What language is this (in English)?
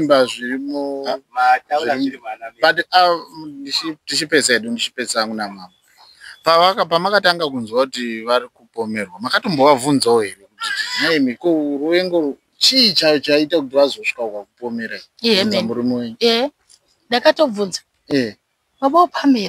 Shona